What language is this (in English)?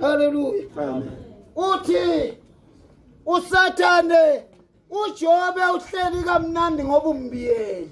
Zulu